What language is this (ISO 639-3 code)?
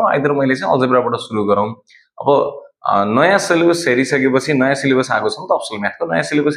nep